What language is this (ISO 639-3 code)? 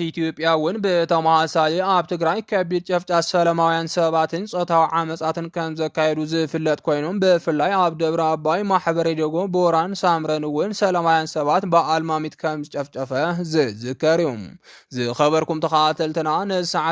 tir